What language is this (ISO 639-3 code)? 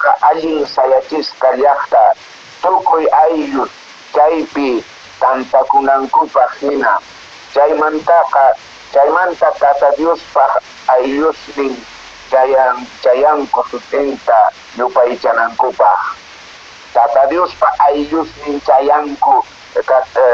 que